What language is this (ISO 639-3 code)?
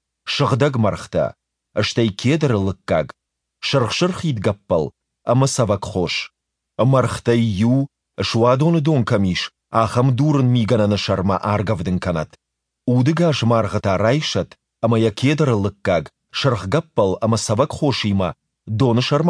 oss